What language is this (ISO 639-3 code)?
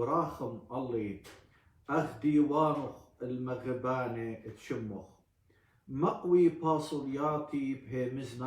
aii